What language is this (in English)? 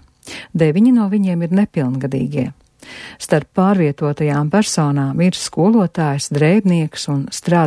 Latvian